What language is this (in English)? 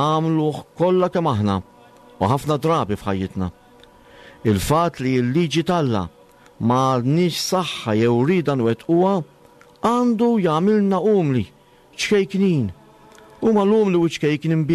Maltese